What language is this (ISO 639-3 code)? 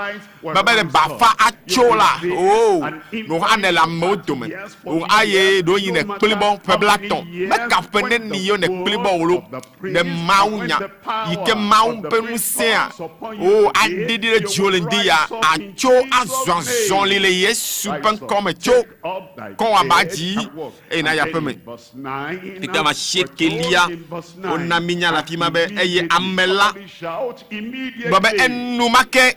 ewe